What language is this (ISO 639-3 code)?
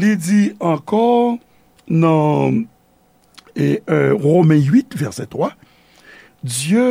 hat